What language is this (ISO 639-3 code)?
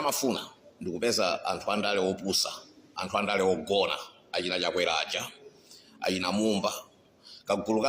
nya